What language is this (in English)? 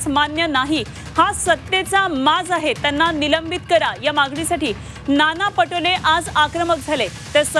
Marathi